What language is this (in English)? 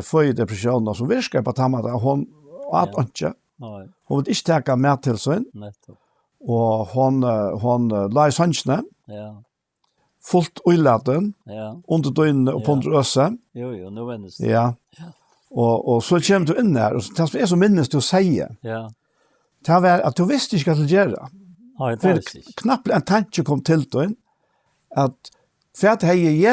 Faroese